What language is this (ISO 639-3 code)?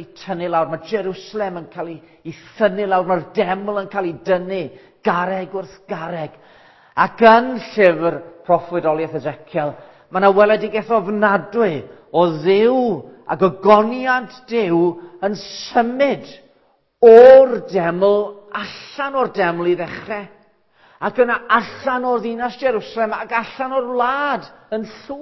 cym